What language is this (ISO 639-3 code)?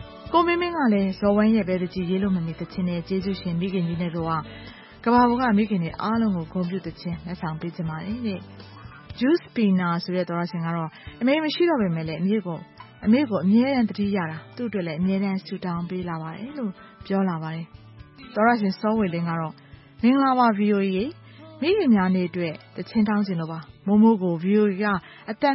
mya